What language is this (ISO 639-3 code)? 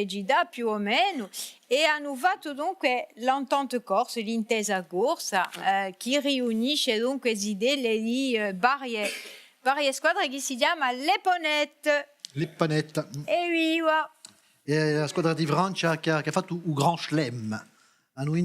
cos